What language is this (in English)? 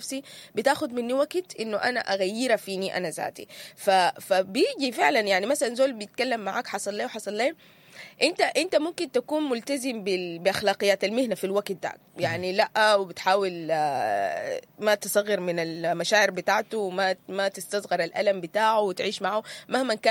Sudanese Arabic